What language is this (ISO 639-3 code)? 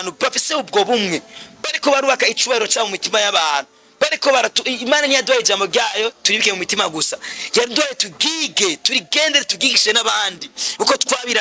run